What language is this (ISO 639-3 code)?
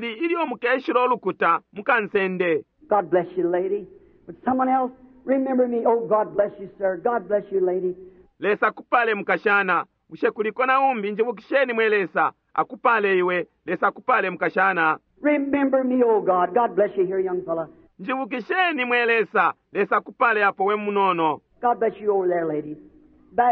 bem